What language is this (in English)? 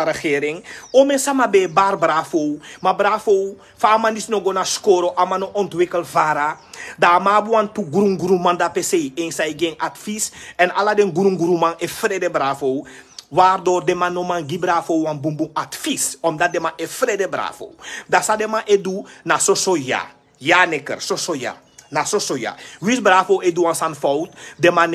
Sranan Tongo